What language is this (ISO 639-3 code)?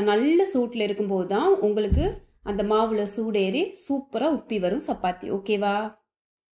tam